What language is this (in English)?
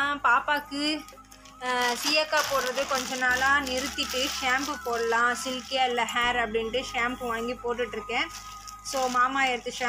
Tamil